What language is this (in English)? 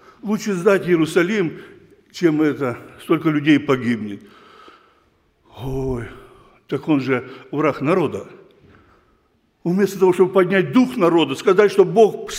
Russian